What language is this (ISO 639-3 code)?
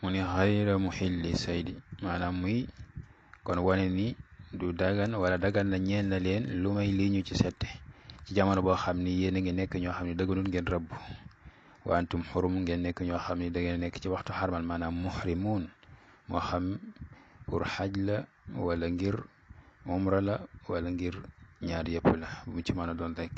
wol